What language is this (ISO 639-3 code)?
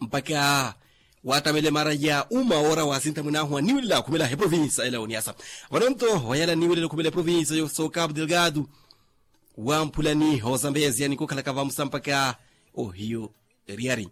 vmw